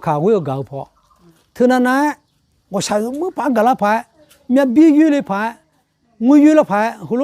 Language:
Akha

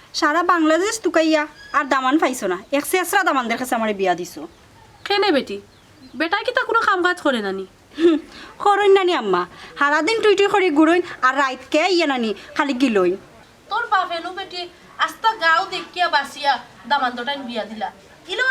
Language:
Sylheti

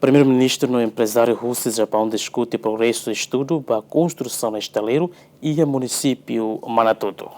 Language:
Tetum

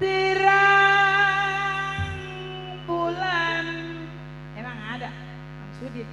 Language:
Betawi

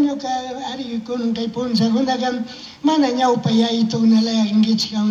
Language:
Chimborazo Highland Quichua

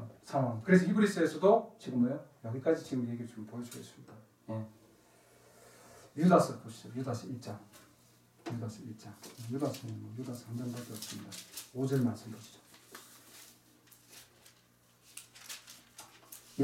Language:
Korean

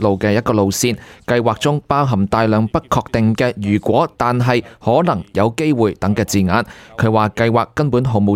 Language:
Cantonese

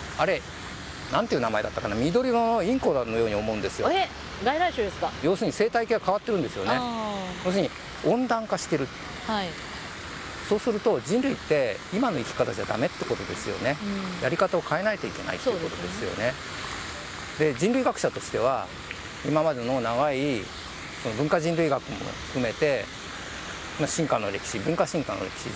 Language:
Japanese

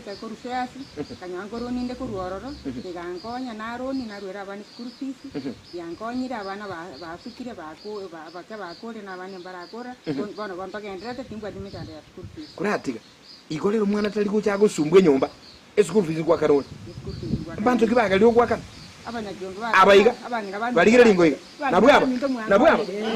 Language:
Gusii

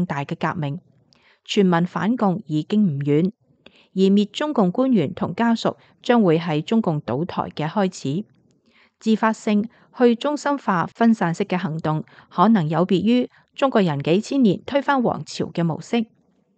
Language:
Cantonese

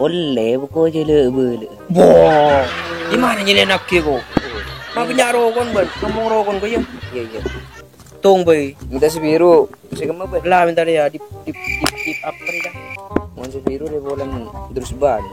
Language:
Madurese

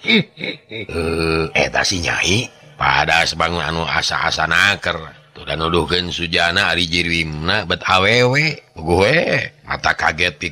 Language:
Sundanese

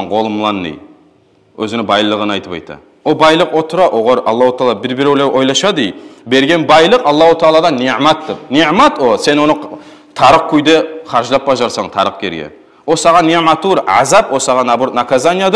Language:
Kumyk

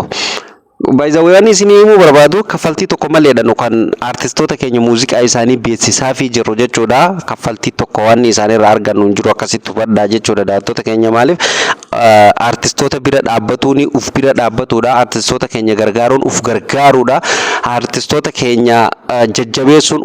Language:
Oromo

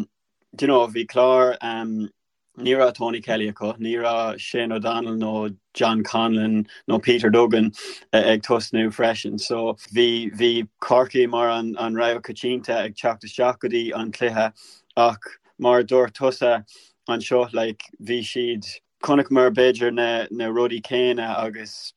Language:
Irish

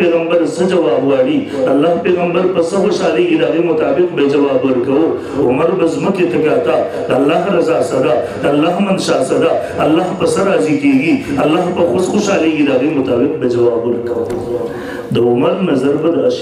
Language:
Pashto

